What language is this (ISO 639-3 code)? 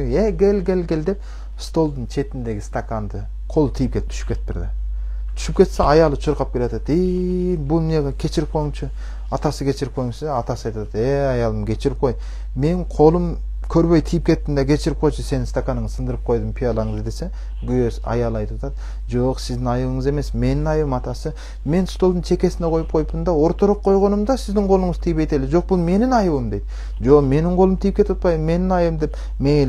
kir